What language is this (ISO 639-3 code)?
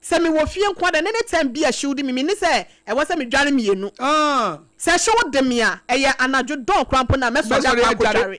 aka